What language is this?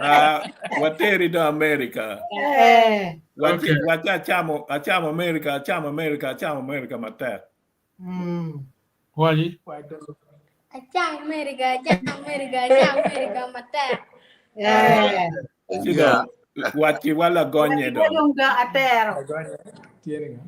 Acoli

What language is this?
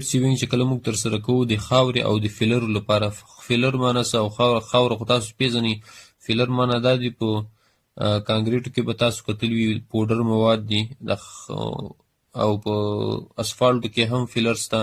Pashto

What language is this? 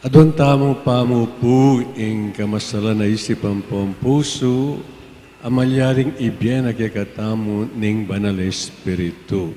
Pampanga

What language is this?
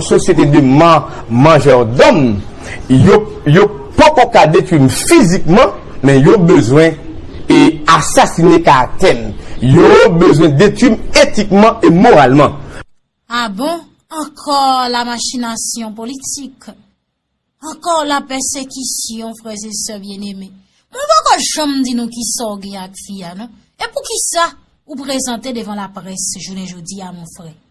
Haitian Creole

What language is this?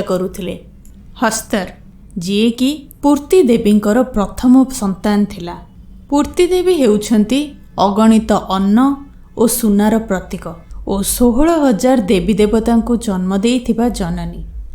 Odia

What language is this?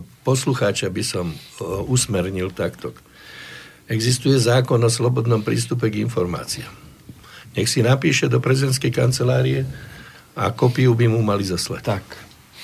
Slovak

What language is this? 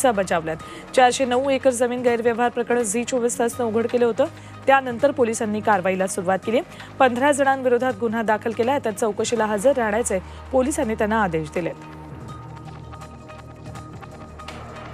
Marathi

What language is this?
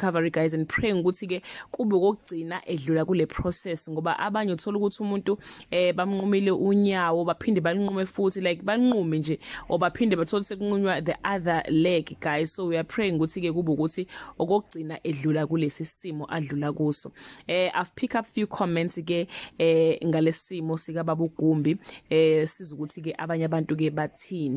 Zulu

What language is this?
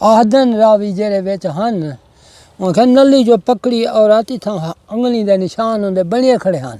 Saraiki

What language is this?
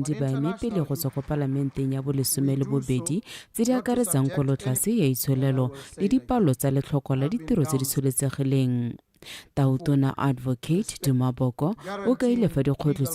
Tswana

